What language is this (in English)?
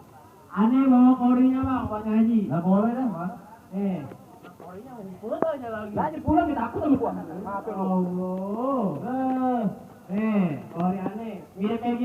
Betawi